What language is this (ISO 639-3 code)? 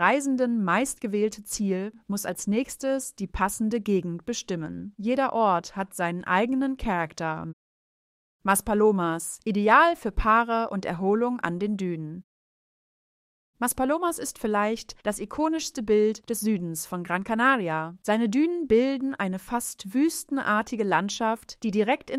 deu